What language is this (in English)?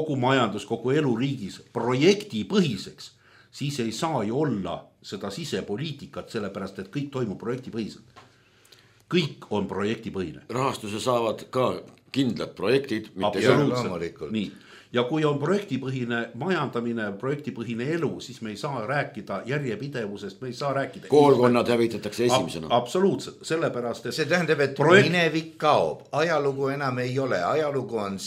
Estonian